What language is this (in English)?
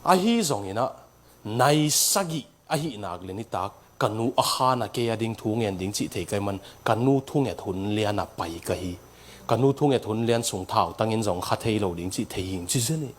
Tedim Chin